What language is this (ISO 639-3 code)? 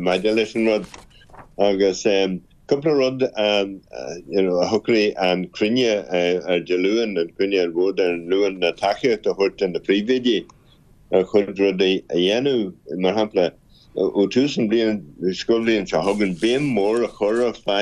gle